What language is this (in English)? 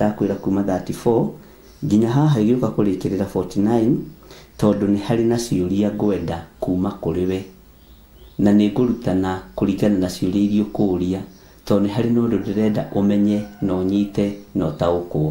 Kikuyu